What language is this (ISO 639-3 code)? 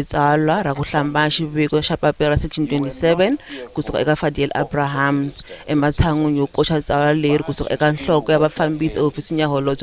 tso